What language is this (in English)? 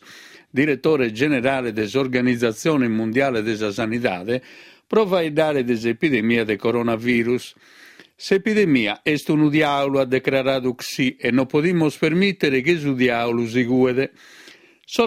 Sardinian